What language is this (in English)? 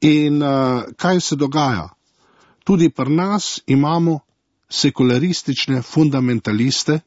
Slovenian